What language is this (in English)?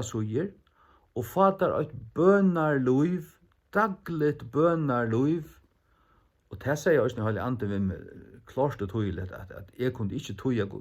Faroese